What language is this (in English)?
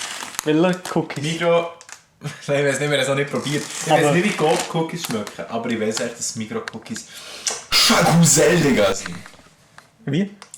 Swiss German